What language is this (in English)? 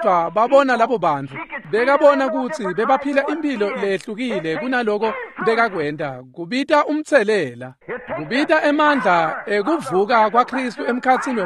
Swati